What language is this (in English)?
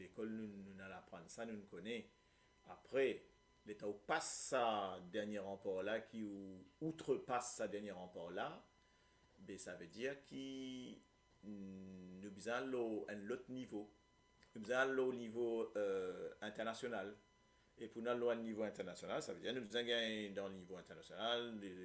Morisyen